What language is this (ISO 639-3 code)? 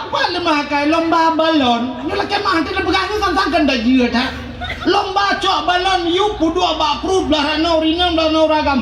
ace